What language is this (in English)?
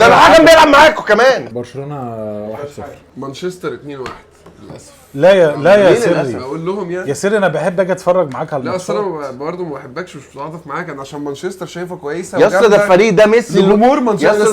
Egyptian Arabic